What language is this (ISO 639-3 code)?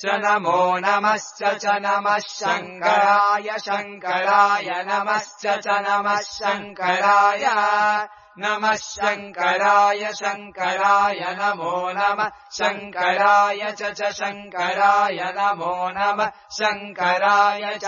san